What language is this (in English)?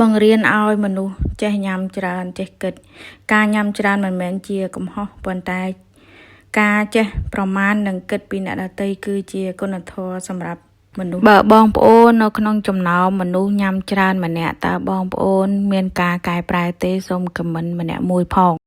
Khmer